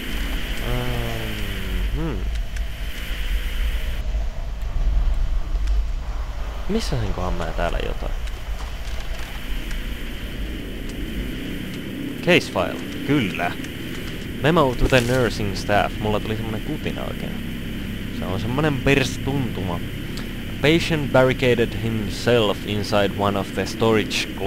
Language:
Finnish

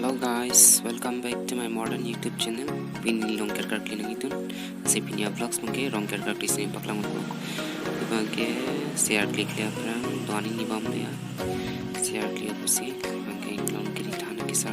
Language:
Karbi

